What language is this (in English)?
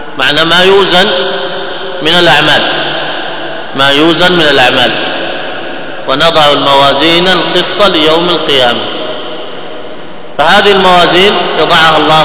Arabic